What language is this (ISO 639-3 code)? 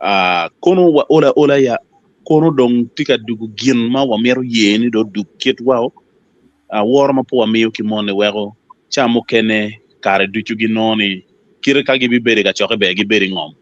ach